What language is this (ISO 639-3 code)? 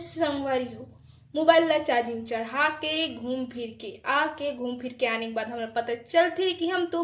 hne